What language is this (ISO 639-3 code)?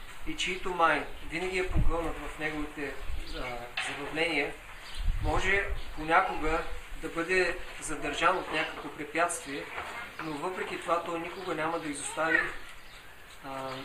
bul